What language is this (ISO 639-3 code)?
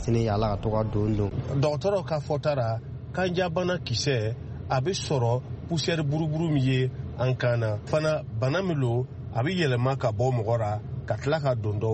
bam